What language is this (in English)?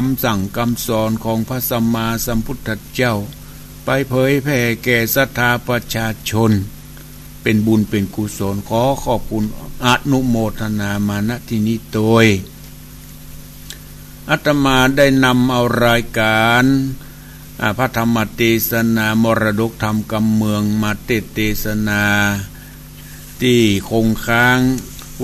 Thai